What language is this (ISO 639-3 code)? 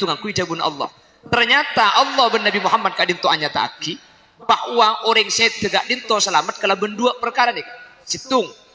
mad